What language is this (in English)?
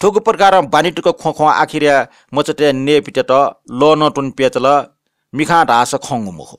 Newari